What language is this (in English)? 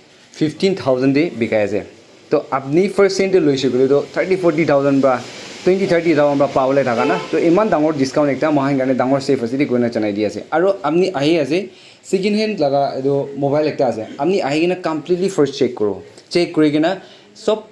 Naga Pidgin